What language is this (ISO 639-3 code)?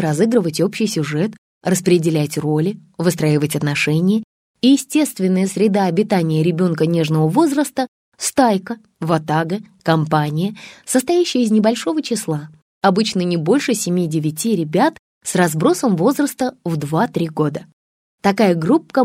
rus